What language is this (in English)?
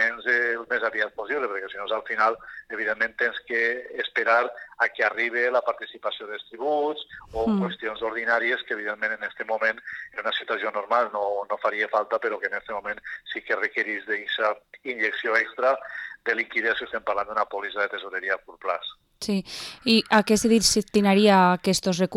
Catalan